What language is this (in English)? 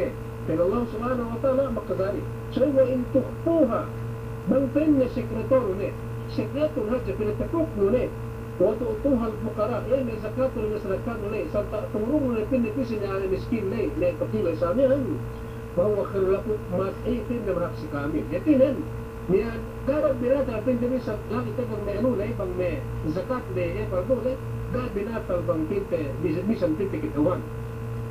Yakan